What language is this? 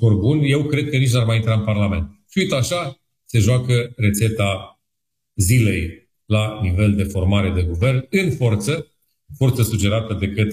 Romanian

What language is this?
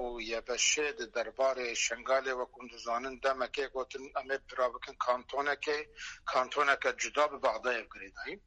Kurdish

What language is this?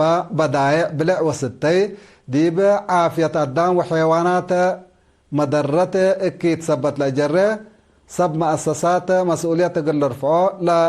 Tigre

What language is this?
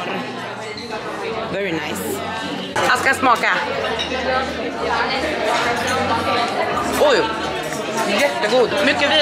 Swedish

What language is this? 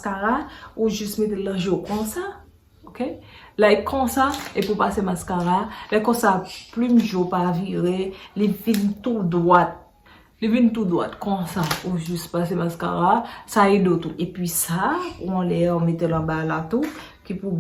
Haitian Creole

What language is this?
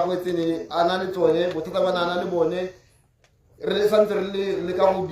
Tswana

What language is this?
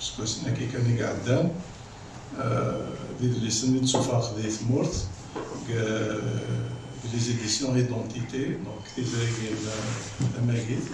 Kabyle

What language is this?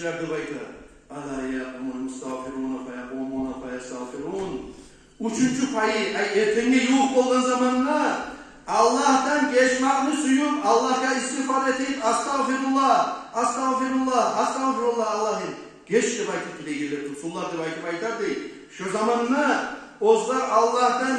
Kumyk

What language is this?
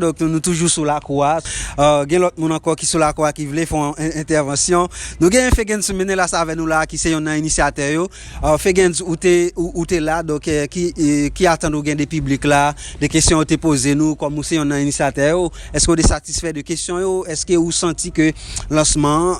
Haitian Creole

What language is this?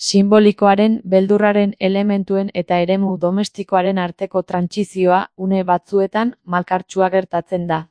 Basque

